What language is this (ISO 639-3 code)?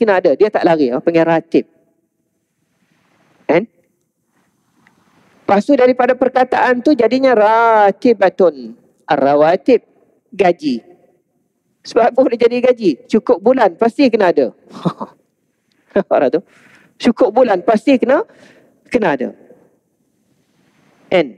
msa